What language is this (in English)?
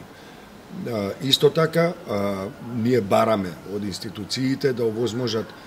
Macedonian